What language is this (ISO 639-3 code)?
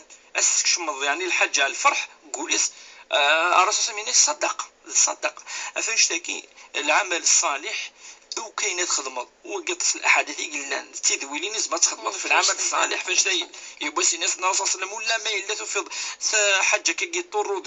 kab